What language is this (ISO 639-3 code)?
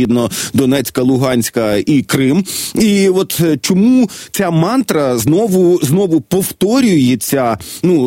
ukr